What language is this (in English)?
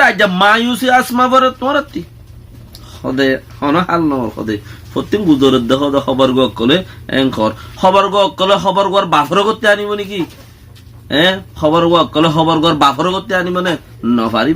Rohingya